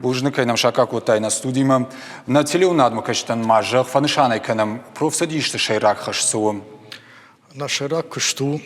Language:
Ossetic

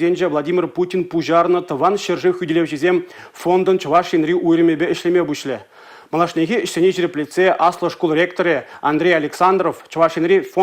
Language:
Chuvash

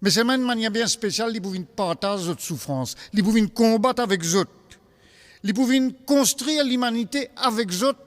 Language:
Morisyen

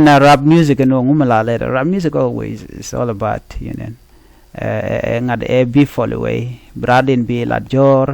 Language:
Nuer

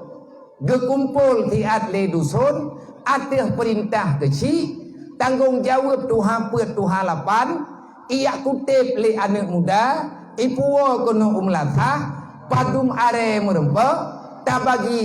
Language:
Achinese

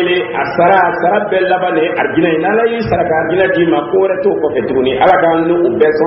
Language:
Dyula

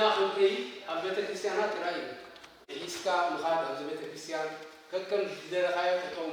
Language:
Tigrinya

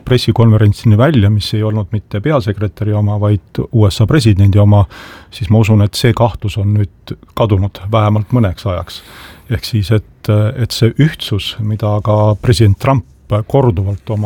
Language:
Estonian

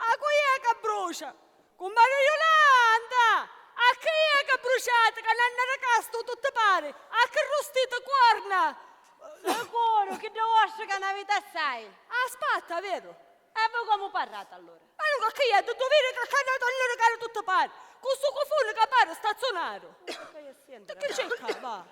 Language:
Sicilian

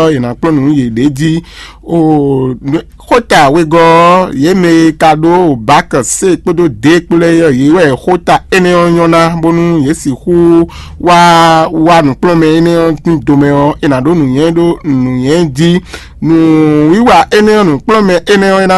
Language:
Fon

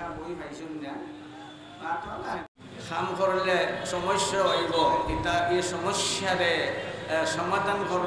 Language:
Sylheti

